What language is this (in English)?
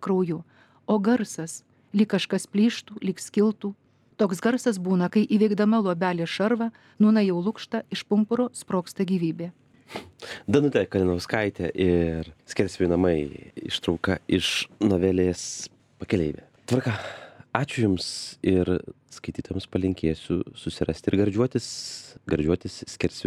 Lithuanian